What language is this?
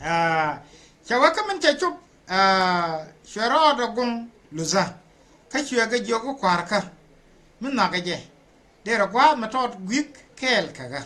Nuer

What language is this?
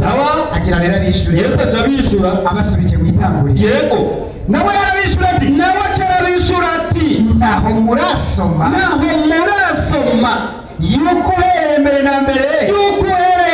Rundi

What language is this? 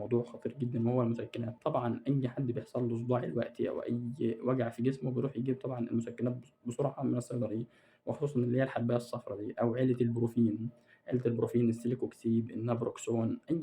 Egyptian Arabic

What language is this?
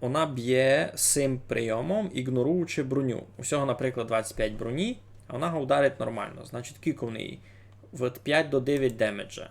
Rusyn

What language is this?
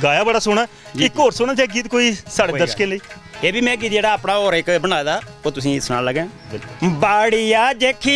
Dogri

